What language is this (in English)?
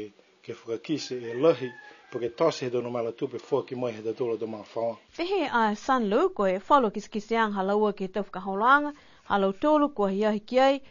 Niuean